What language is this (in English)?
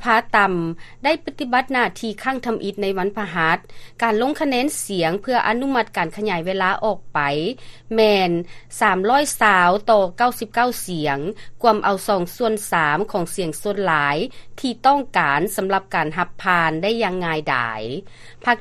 Lao